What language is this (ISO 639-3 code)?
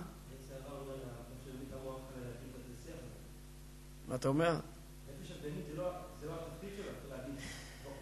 heb